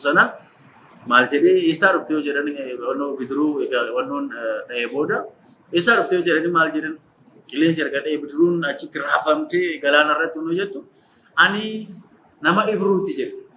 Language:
Oromo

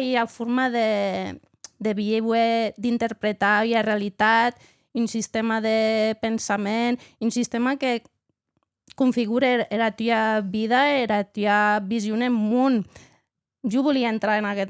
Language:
Occitan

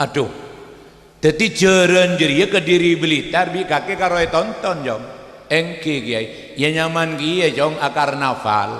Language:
Madurese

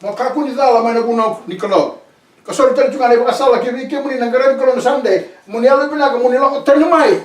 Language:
Fijian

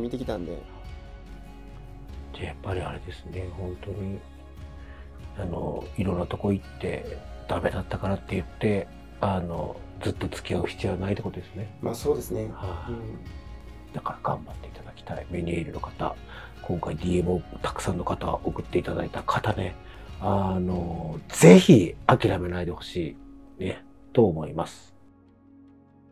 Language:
Japanese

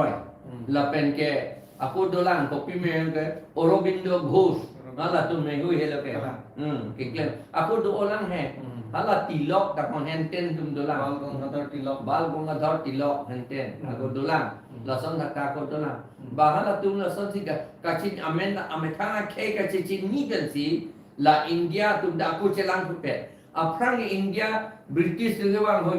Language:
Karbi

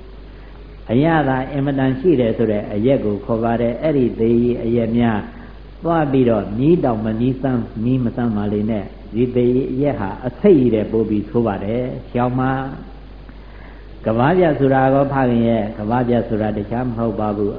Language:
Burmese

